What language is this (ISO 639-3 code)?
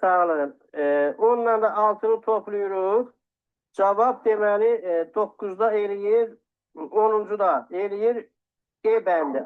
aze